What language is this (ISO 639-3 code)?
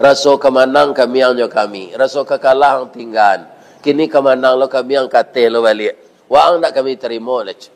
min